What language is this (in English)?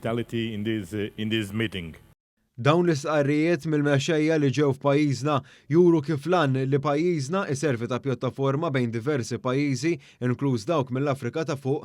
Maltese